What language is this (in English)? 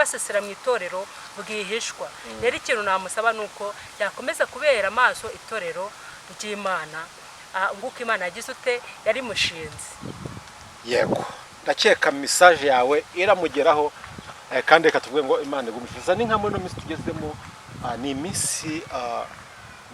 Kinyarwanda